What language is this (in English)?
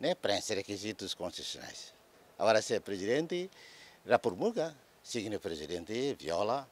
Tetum